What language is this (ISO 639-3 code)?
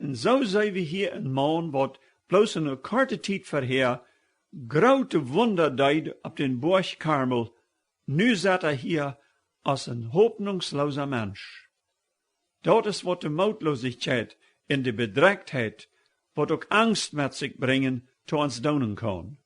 pdt